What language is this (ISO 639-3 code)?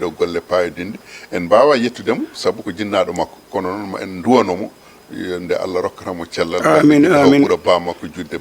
ful